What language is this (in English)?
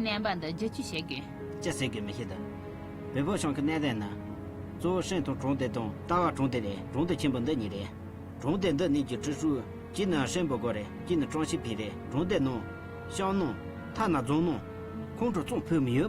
Tibetan